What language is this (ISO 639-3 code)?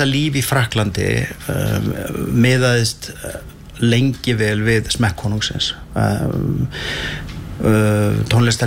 isl